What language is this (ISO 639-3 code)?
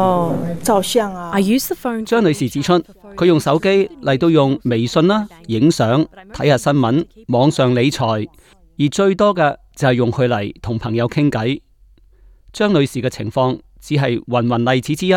yue